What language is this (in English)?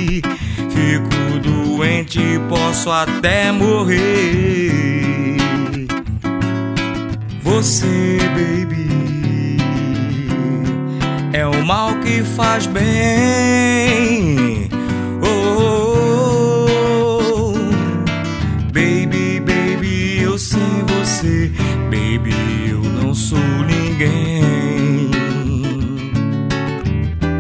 Portuguese